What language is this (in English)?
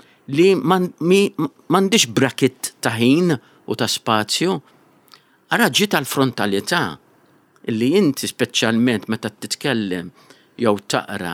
Maltese